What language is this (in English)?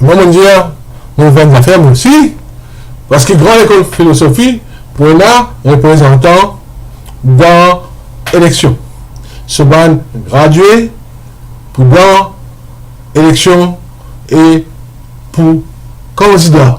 Morisyen